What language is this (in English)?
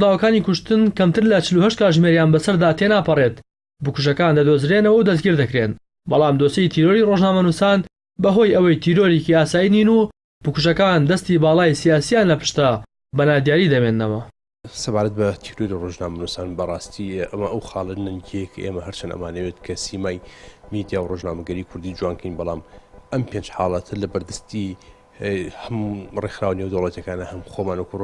Central Kurdish